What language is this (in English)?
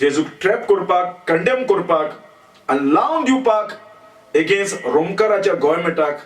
Konkani